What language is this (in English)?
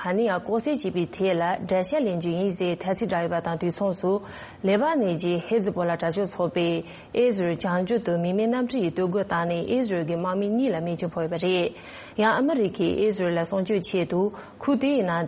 Tibetan